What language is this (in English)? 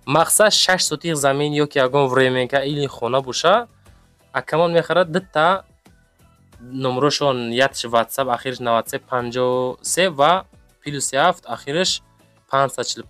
Tajik